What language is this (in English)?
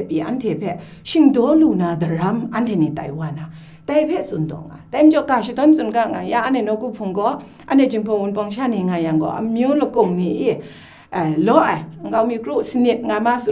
Kachin